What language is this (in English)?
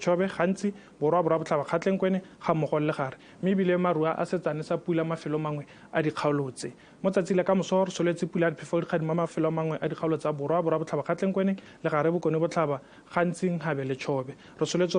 Tswana